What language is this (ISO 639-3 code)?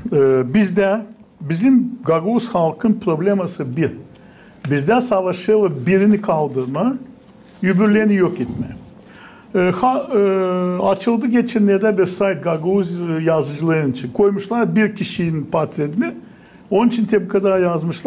gag